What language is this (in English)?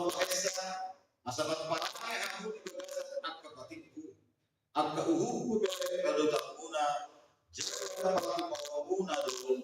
Batak Toba